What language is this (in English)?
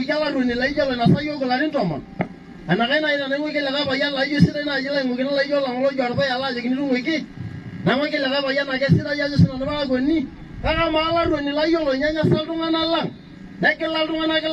Masai